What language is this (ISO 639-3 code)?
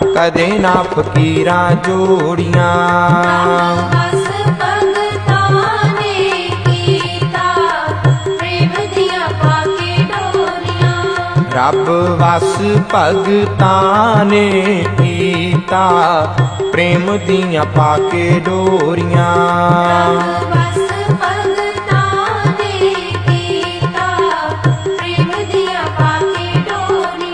pan